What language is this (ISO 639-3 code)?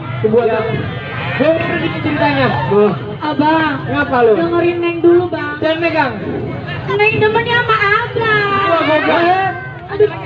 bew